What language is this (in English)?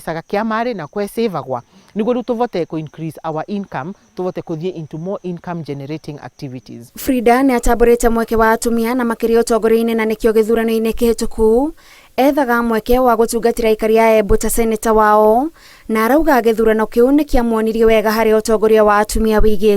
Kikuyu